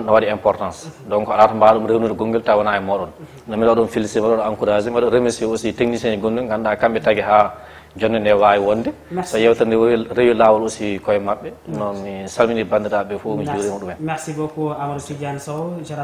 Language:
Fula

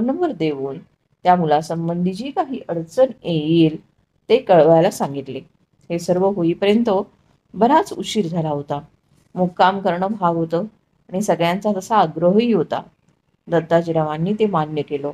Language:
Marathi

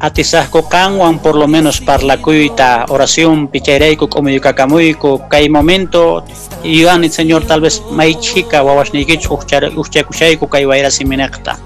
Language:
Quechua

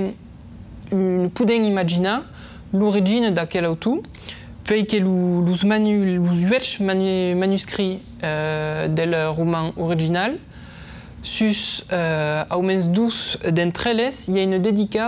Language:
Occitan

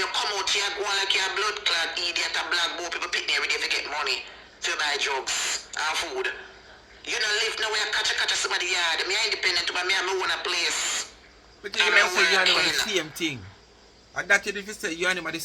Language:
Jamaican Creole English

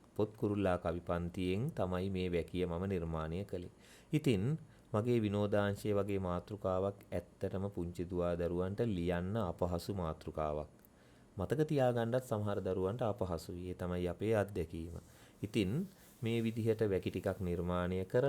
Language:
Sinhala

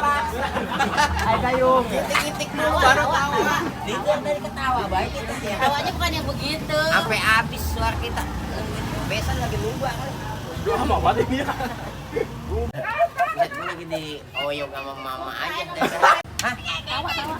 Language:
Betawi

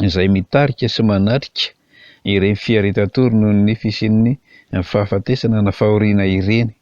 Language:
Malagasy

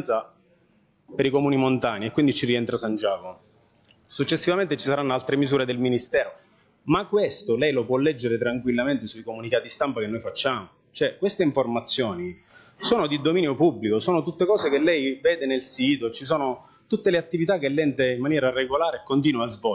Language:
Italian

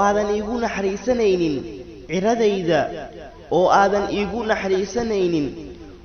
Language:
Somali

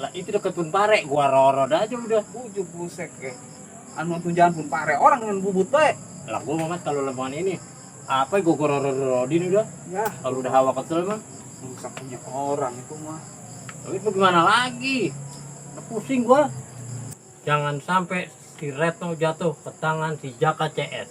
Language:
Betawi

